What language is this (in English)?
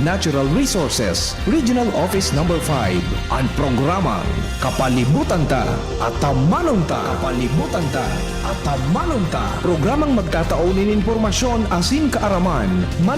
Bikol